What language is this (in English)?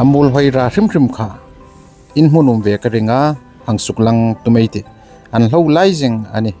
Hmar